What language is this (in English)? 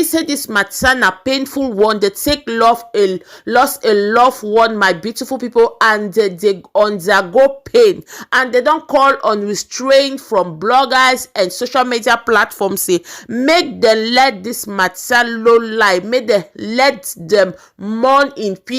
Nigerian Pidgin